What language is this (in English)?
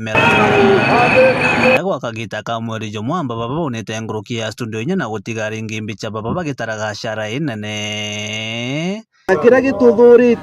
Meru